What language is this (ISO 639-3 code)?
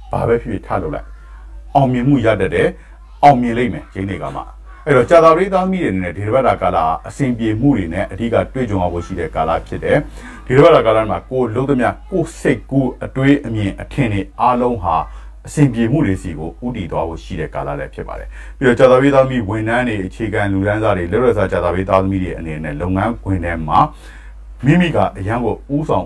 mya